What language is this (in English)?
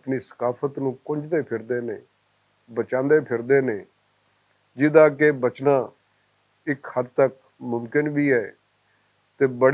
Western Panjabi